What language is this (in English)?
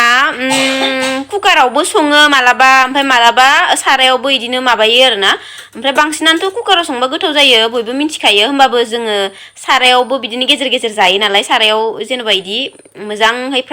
Bodo